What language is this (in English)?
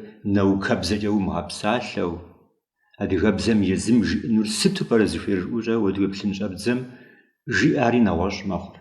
Kabardian